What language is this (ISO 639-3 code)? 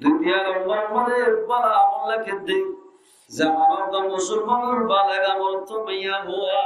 rhg